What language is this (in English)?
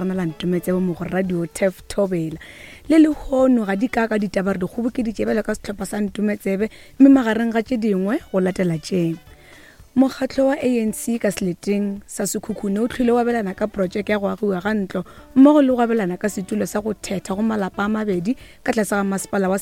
Northern Sotho